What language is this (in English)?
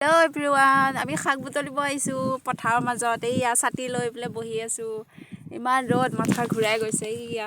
Assamese